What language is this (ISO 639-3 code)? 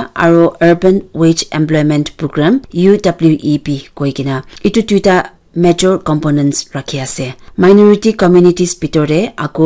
nag